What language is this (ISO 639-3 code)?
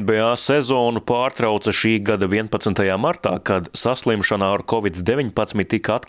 lav